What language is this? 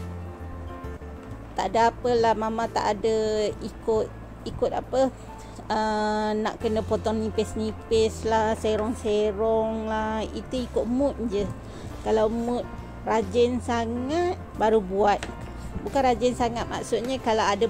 Malay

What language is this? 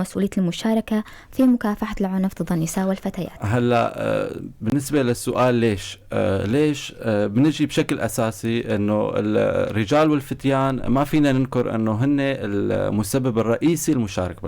North Levantine Arabic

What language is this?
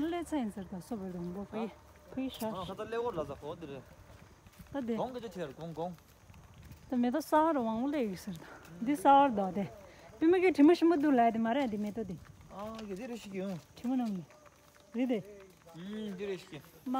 Tibetan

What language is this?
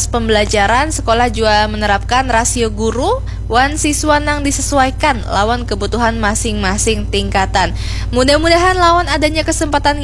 Banjar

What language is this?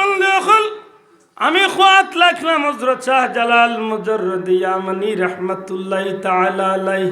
Sylheti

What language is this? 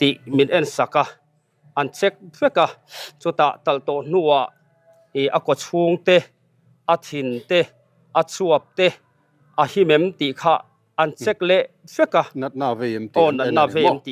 Mizo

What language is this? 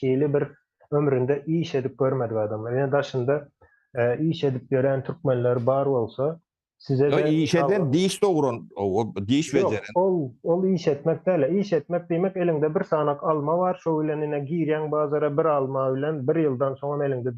Turkmen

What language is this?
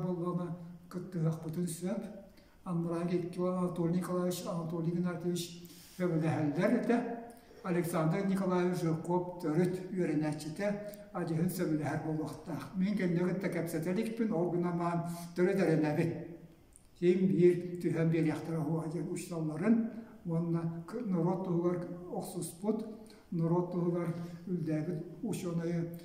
Yakut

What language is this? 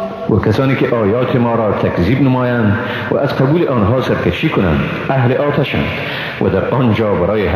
Persian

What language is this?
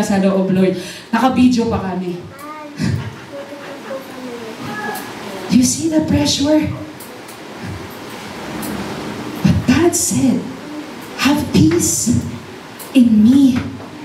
Filipino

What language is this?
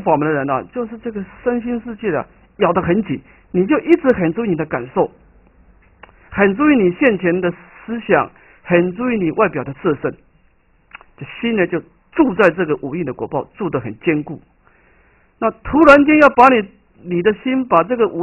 Chinese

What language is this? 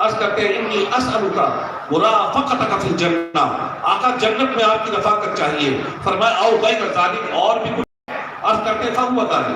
Saraiki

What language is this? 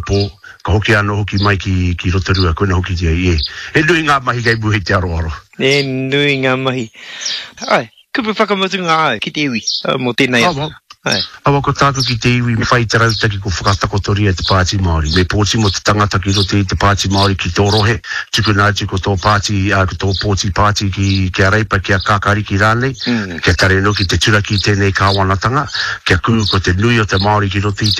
Māori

